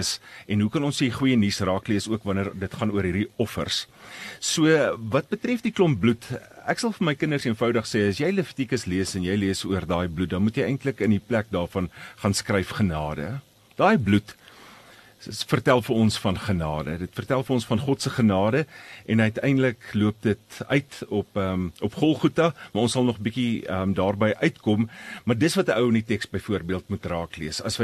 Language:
Afrikaans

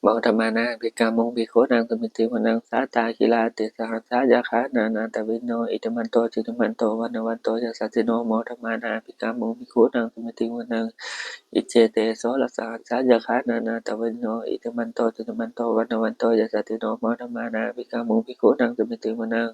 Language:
Pali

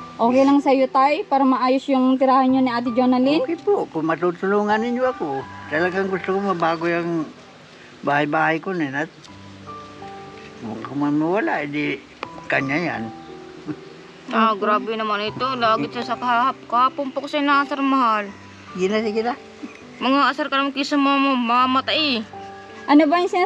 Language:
Filipino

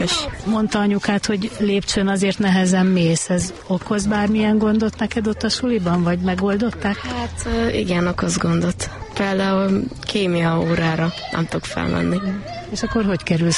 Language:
Hungarian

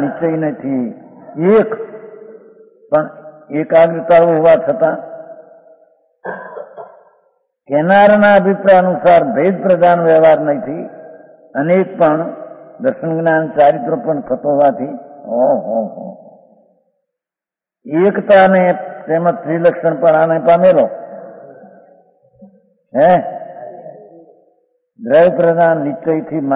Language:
Gujarati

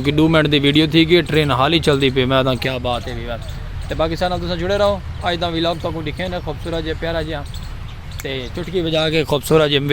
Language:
Saraiki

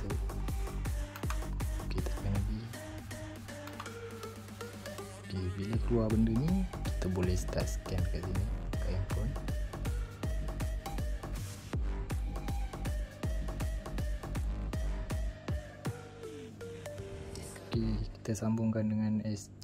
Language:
Malay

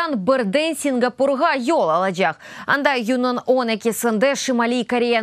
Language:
Crimean Tatar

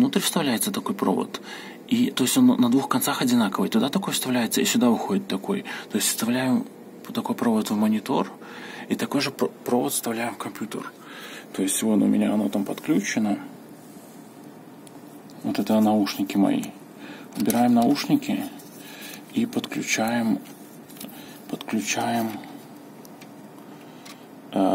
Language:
Russian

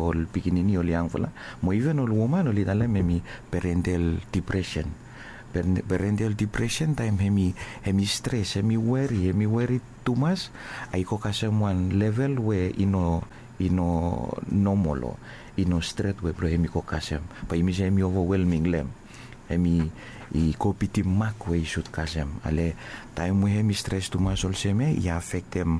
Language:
Bislama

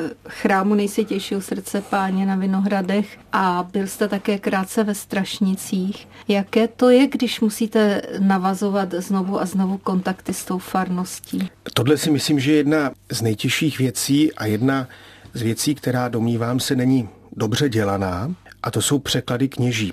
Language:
Czech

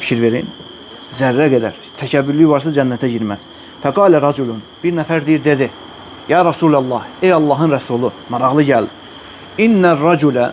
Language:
Azerbaijani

